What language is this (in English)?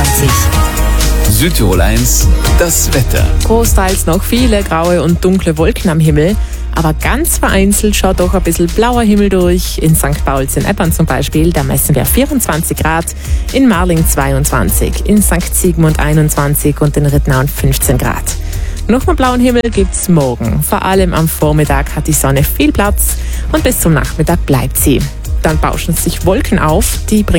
German